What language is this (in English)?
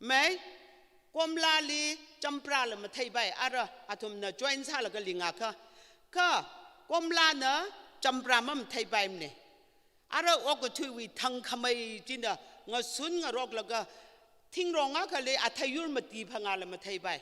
Tangkhul Naga (India)